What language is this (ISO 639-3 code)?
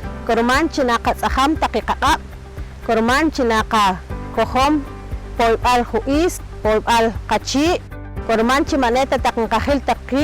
poh